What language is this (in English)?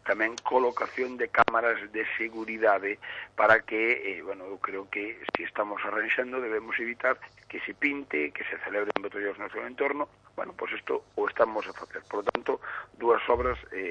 Galician